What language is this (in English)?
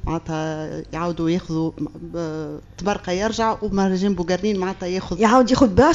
Tunisian Arabic